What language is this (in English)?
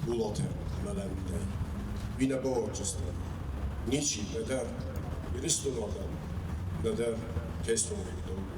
Ossetic